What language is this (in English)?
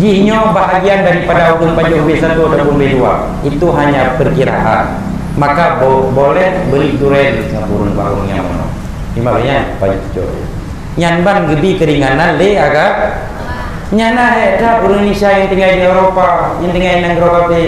Achinese